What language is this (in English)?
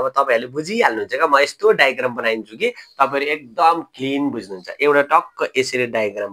Nepali